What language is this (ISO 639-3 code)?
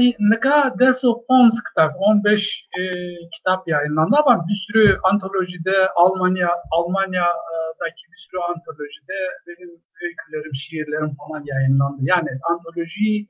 zza